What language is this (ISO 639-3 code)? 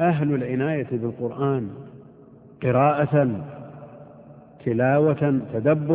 ara